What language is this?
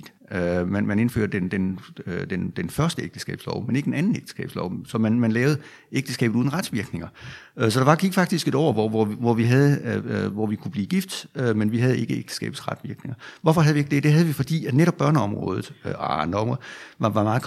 Danish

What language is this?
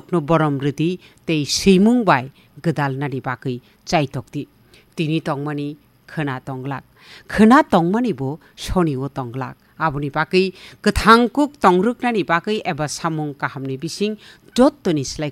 Kok Borok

